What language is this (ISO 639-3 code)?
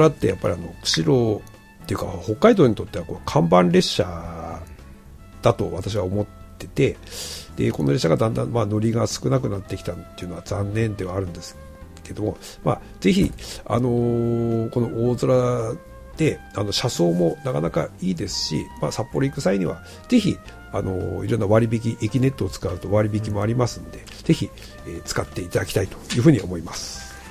jpn